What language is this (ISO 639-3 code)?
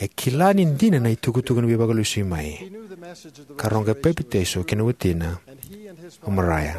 fij